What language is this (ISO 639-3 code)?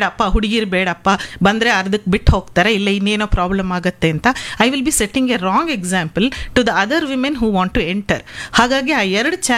kan